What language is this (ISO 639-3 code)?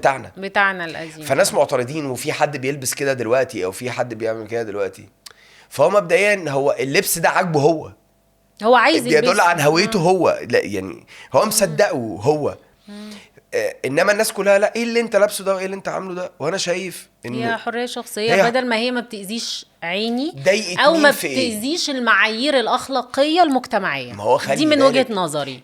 arz